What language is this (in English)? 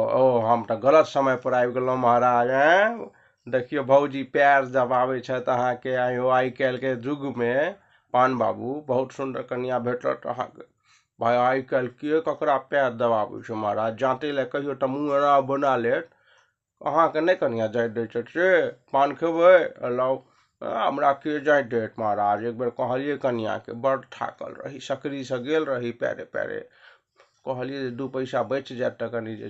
Maithili